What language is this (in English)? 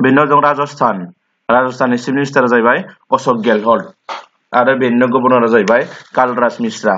Bodo